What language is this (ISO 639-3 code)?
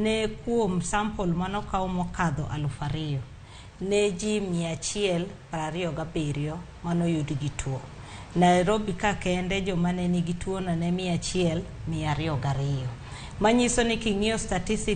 luo